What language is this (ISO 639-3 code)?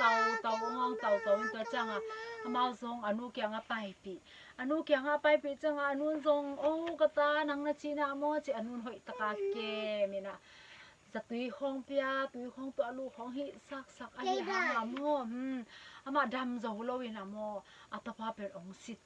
ctd